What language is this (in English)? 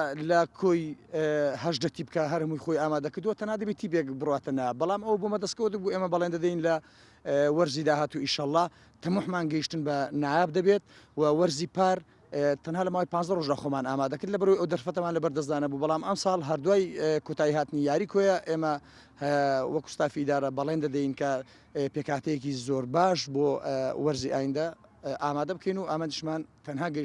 Central Kurdish